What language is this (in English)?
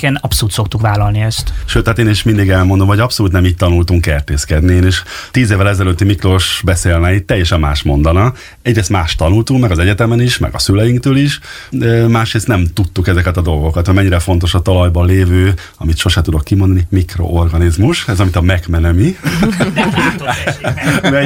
Hungarian